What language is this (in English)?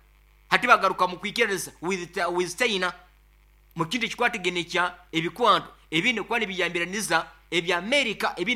Nyoro